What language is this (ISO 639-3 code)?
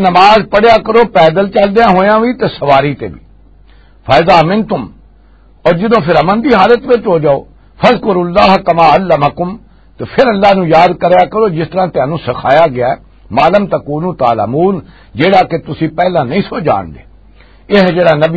lah